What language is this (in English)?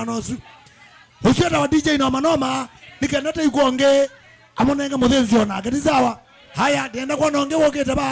Kamba